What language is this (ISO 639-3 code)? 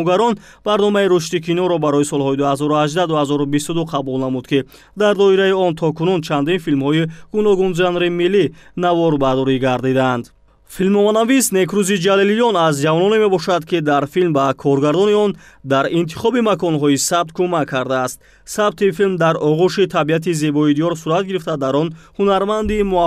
tgk